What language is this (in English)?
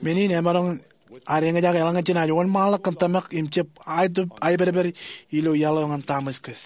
Marshallese